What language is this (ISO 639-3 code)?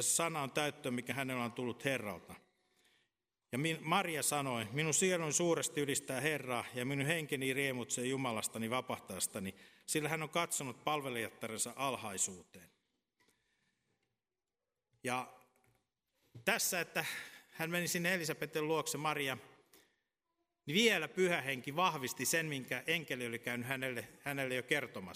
fin